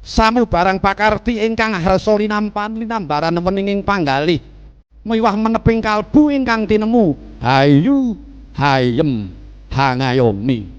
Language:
Javanese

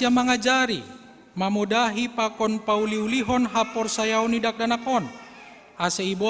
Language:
Batak Simalungun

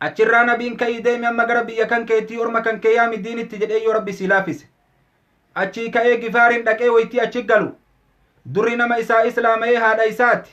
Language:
Oromo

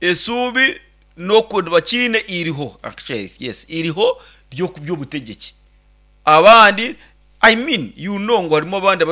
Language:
Nyankole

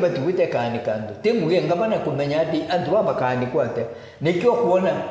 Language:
Meru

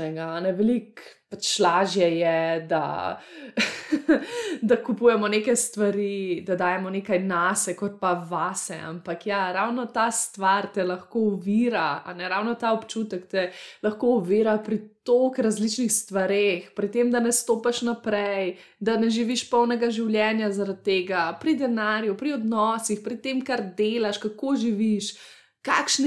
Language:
Slovenian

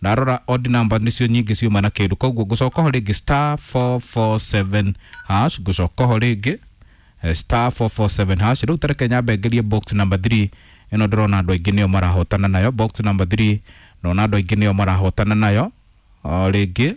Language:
Kikuyu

